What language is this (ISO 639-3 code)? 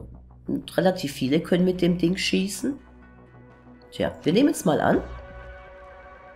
deu